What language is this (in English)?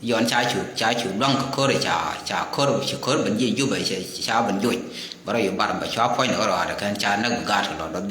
Nuer